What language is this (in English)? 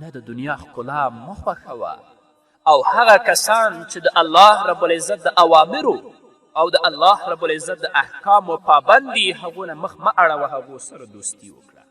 Pashto